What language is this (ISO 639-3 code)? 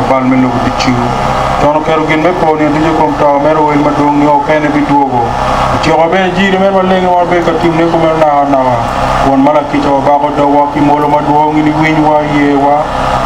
ach